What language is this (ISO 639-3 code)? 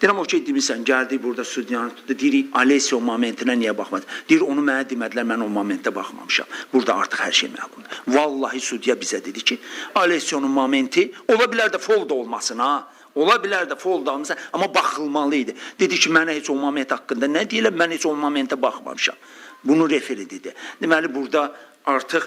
aze